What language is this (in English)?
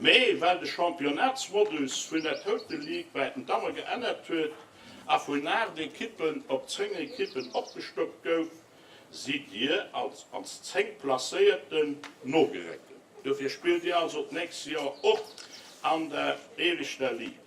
Luxembourgish